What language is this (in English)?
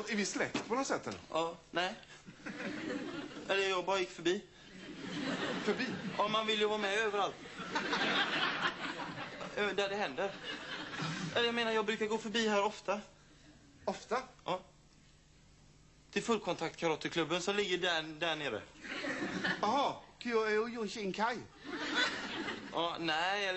Swedish